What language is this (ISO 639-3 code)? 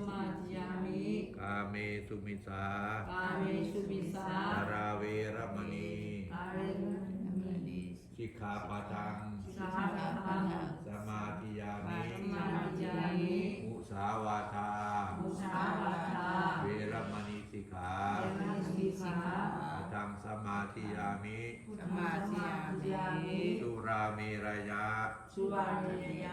pli